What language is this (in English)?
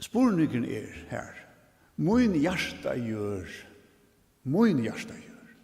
Faroese